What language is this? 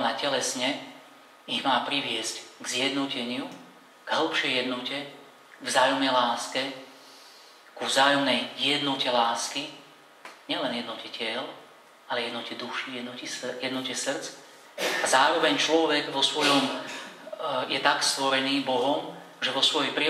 Slovak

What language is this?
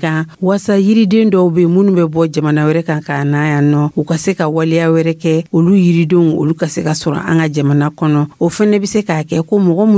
Dyula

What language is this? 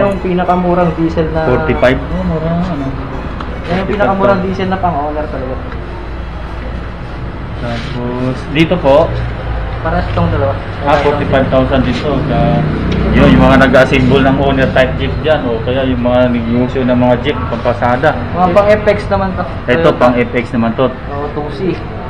Filipino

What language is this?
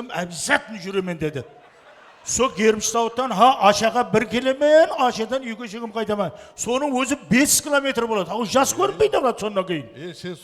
Kara-Kalpak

